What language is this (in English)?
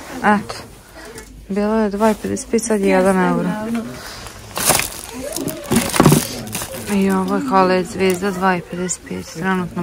Croatian